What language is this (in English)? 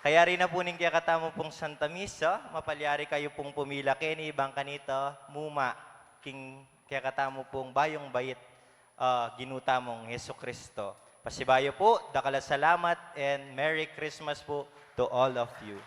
Pampanga